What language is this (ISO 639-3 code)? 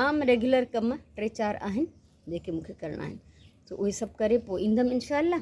snd